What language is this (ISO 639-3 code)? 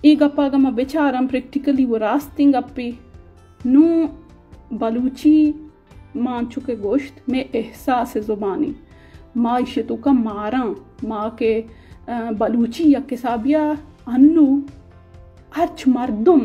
bal